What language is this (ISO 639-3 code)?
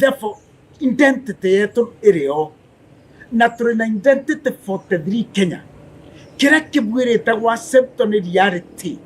mer